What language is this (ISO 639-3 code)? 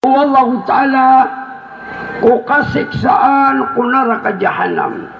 mrw